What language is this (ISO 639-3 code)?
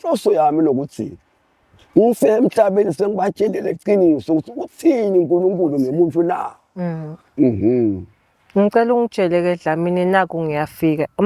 ssw